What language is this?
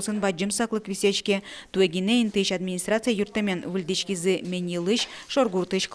Udmurt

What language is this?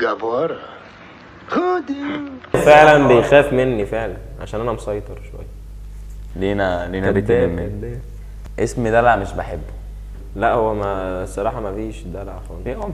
Egyptian Arabic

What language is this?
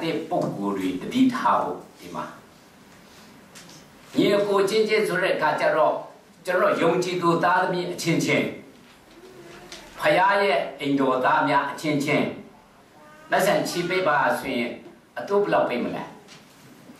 Burmese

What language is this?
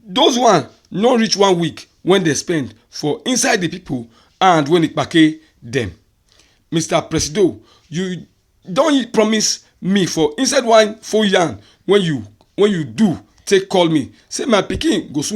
Nigerian Pidgin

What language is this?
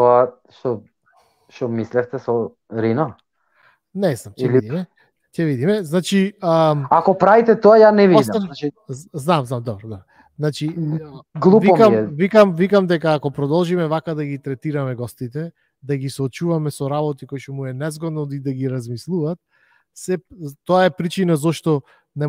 Macedonian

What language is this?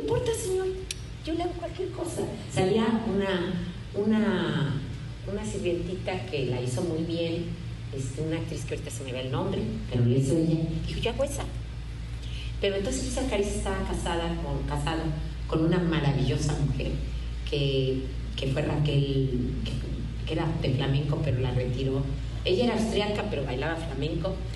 Spanish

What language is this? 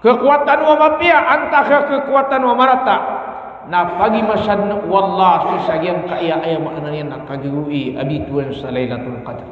Maranao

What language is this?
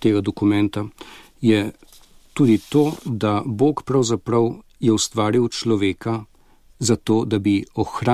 Slovenian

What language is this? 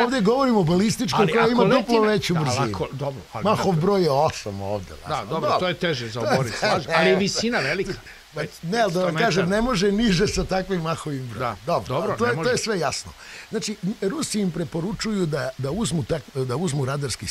Serbian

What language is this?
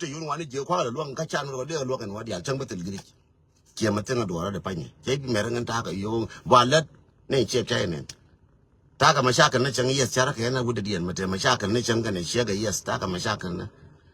Nuer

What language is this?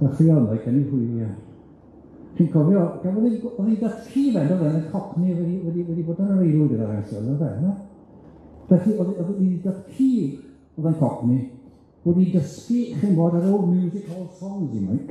Welsh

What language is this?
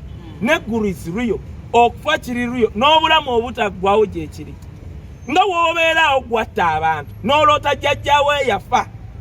Ganda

